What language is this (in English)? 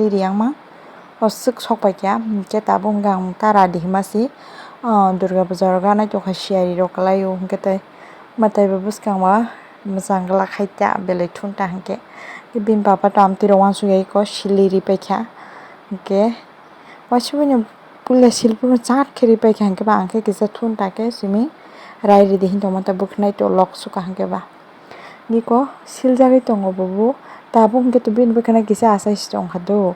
Kok Borok